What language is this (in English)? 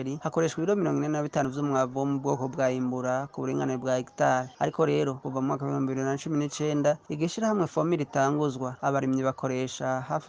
Rundi